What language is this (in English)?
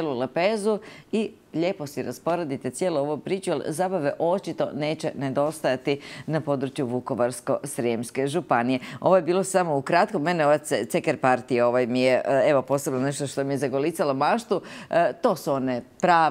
Croatian